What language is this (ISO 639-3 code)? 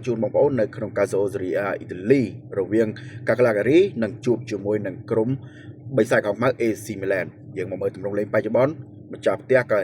khm